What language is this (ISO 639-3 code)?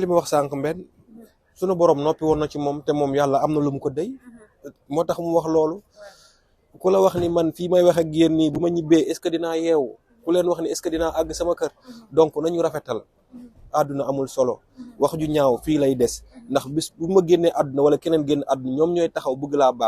wol